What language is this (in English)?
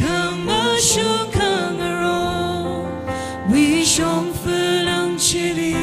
Tangkhul Naga (India)